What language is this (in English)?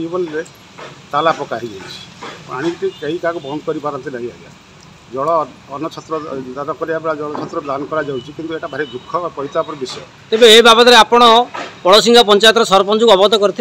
Odia